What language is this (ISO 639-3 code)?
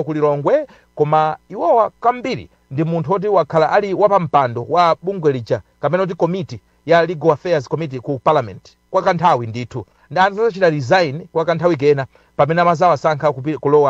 nya